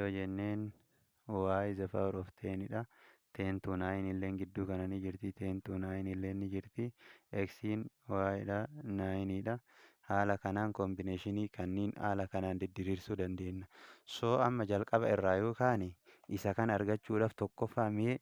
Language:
Oromo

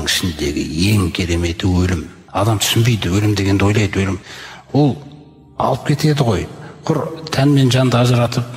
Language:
Kazakh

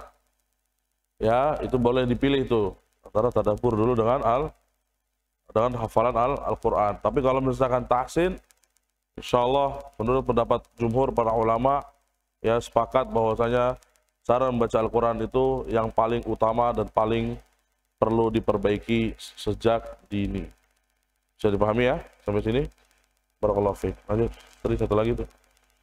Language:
Indonesian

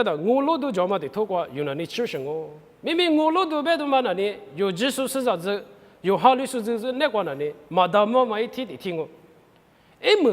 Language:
Lisu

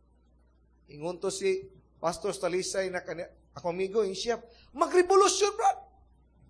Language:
Cebuano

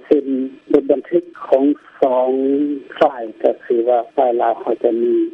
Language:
Lao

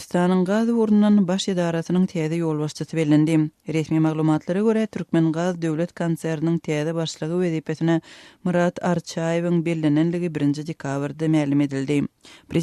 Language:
Turkmen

